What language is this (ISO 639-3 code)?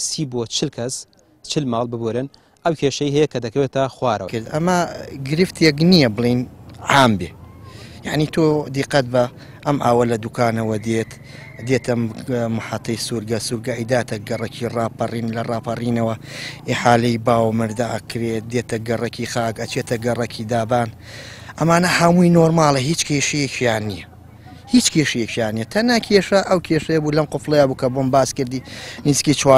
ckb